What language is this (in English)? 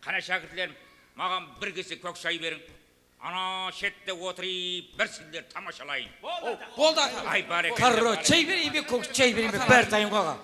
Kara-Kalpak